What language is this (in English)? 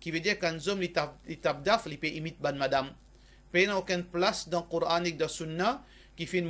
Morisyen